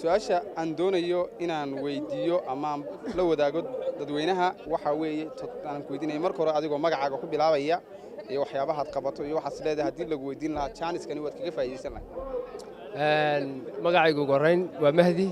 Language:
Somali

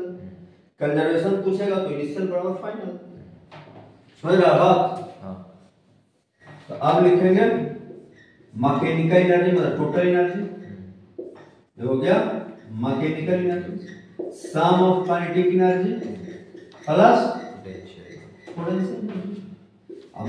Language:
Hindi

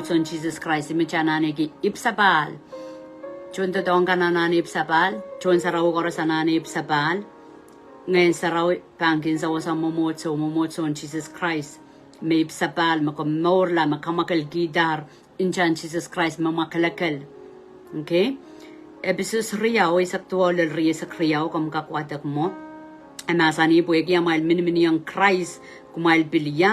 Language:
Pohnpeian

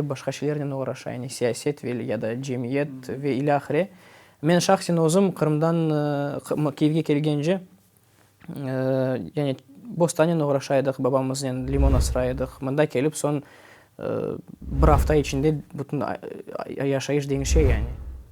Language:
Crimean Tatar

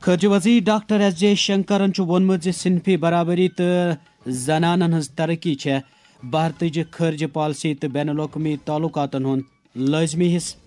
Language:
Kashmiri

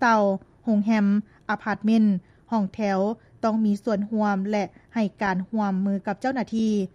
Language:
Lao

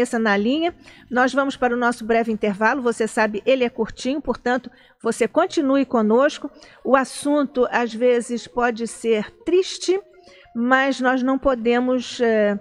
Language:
Portuguese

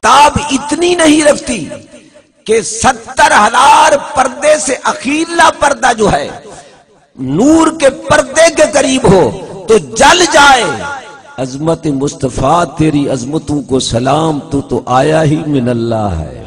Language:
Saraiki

